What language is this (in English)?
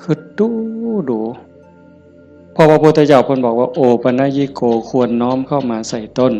Northeastern Thai